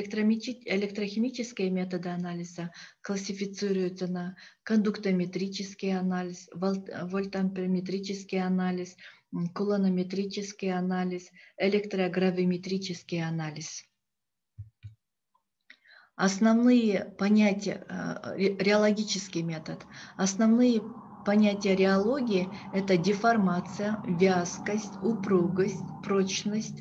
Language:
Russian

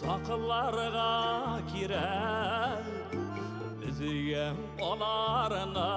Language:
Bashkir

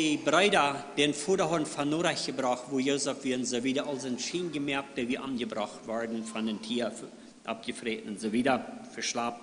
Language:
Plautdietsch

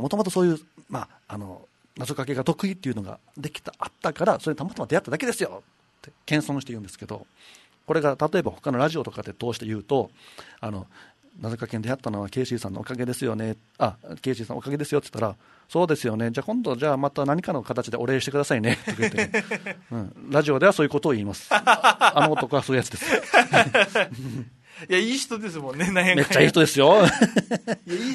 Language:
Japanese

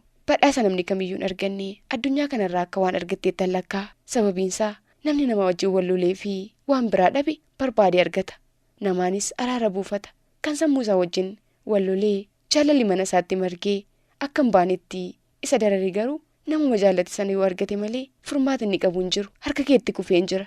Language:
Oromo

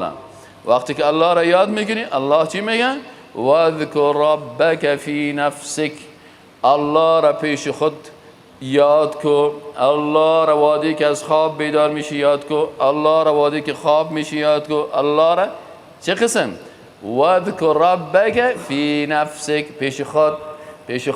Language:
Persian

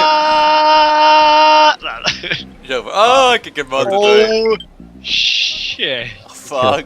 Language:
Faroese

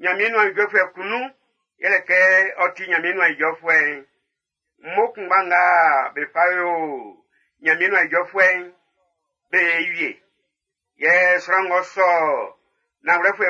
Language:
Baoulé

